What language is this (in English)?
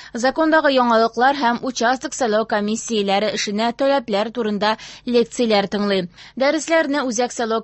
Tatar